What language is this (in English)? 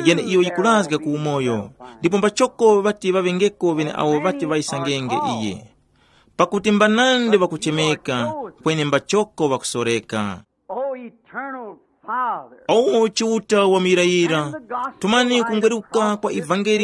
Tumbuka